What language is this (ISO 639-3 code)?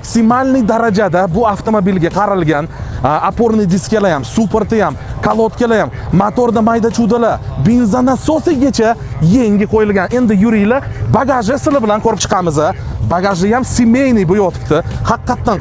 uzb